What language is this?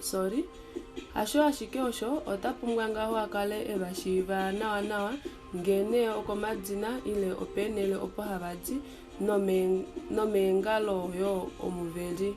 Kuanyama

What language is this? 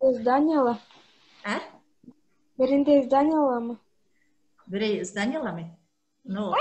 Bashkir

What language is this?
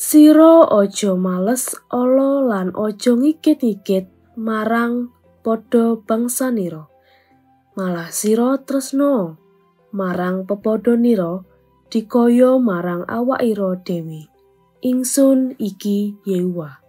Javanese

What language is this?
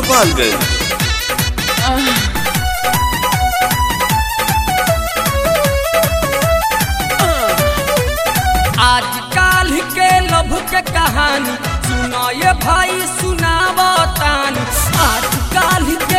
Bhojpuri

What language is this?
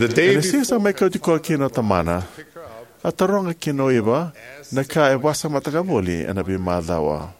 Fijian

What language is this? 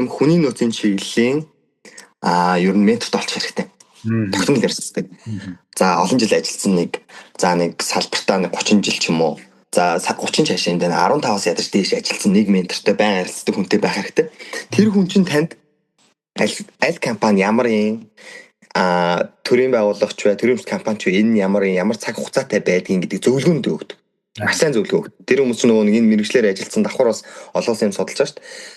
Mongolian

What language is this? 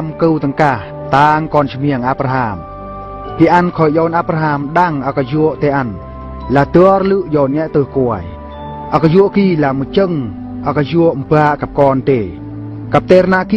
Eastern Bru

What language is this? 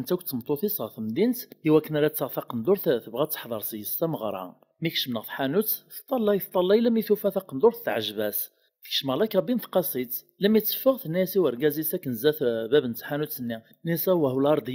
Kabyle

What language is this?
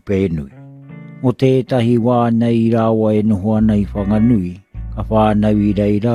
Māori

